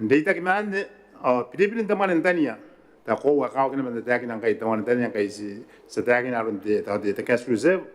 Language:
Gilbertese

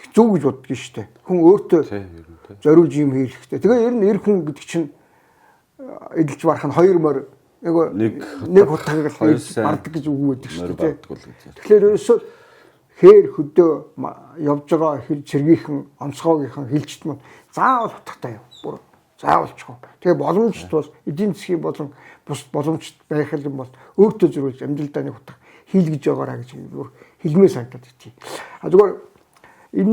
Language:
Mongolian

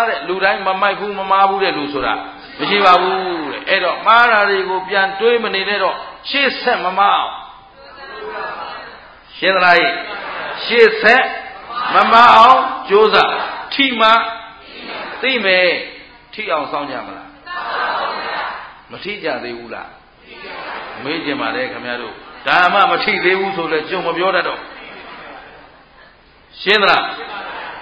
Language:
Burmese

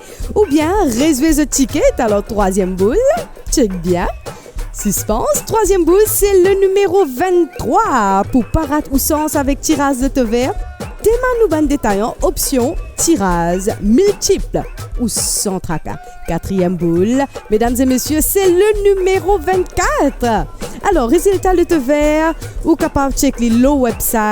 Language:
Morisyen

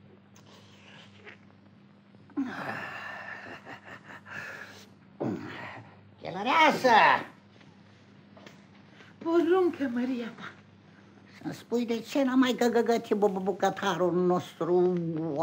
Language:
Romanian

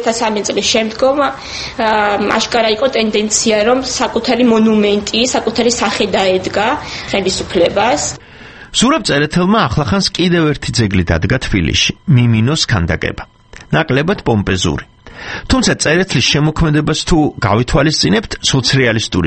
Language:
Georgian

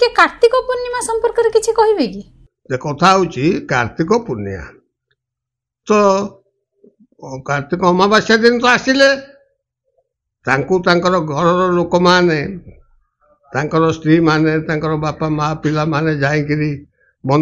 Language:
Odia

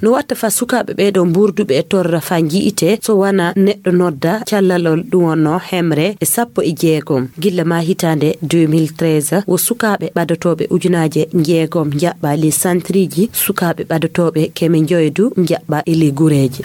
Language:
Fula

